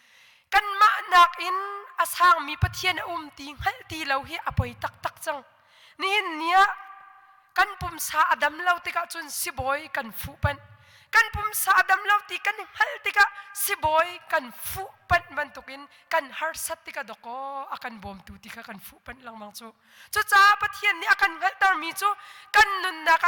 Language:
Hakha Chin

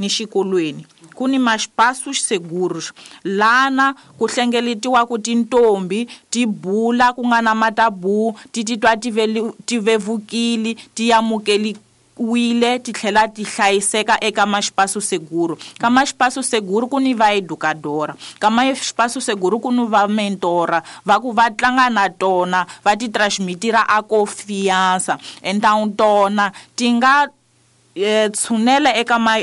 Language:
Tsonga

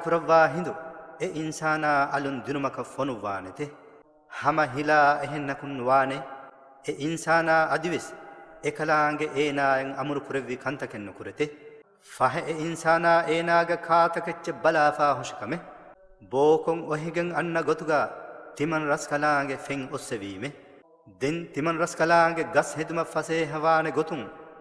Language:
Divehi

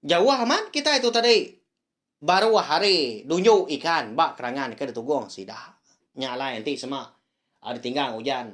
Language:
Iban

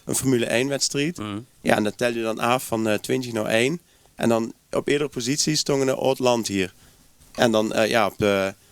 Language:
Limburgish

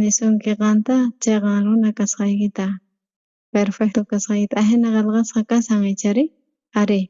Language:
South Bolivian Quechua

